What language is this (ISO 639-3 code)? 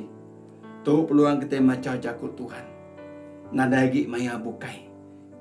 iba